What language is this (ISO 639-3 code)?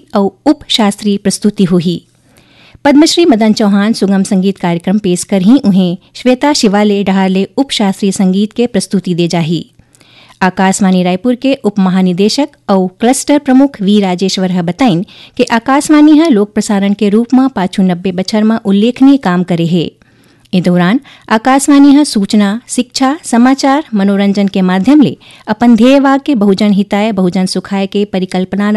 hne